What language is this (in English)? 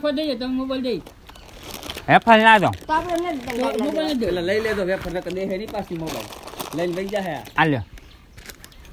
Gujarati